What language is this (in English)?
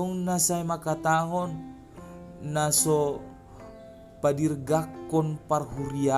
Batak Toba